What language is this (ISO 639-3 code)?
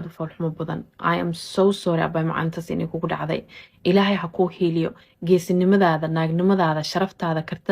som